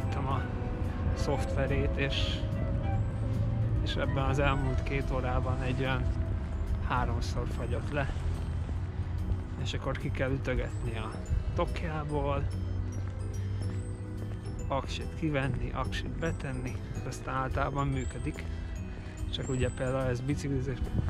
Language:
Hungarian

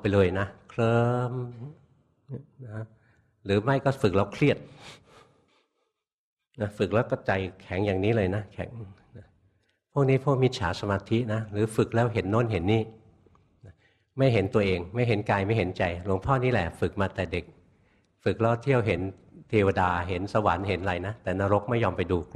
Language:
Thai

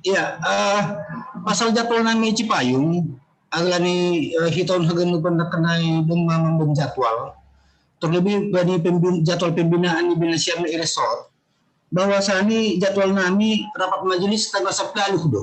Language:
Batak Simalungun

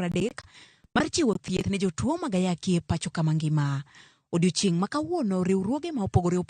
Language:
Luo (Kenya and Tanzania)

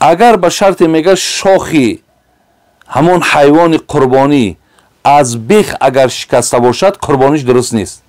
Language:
Tajik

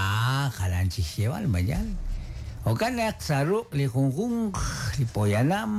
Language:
Kekchí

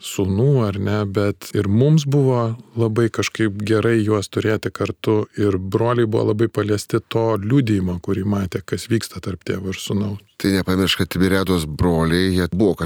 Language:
Lithuanian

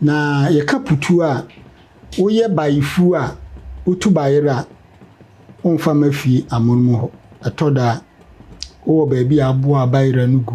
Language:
Akan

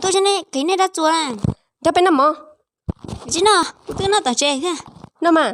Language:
Hmong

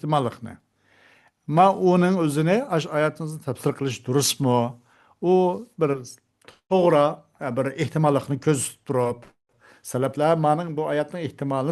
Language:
Uyghur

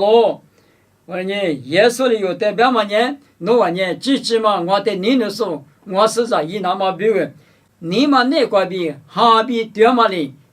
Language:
Lisu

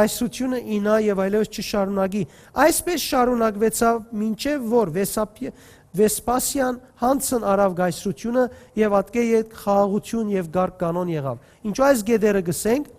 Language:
Western Armenian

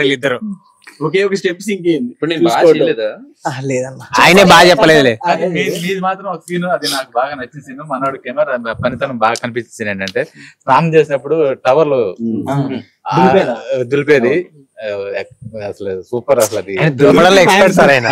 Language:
Telugu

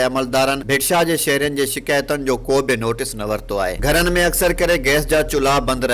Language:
Sindhi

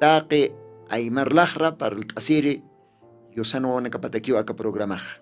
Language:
Aymara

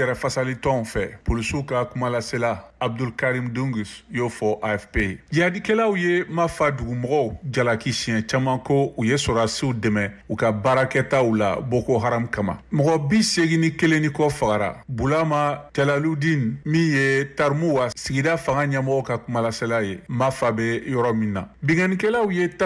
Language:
Bambara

